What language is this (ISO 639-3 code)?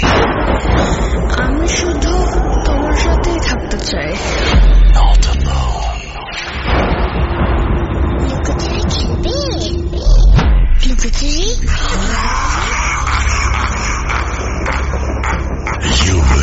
ben